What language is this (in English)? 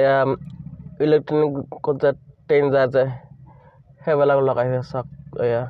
Assamese